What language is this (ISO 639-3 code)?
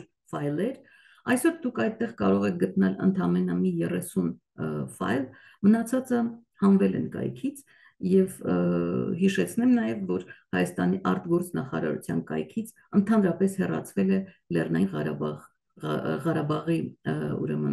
hye